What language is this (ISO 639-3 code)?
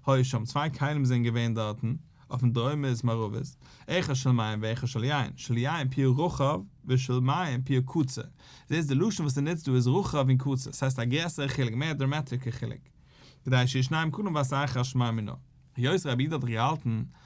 yid